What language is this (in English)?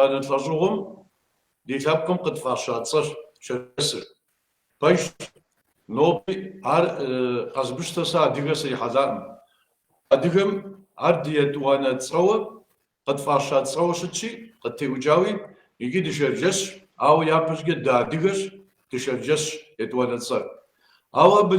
Kabardian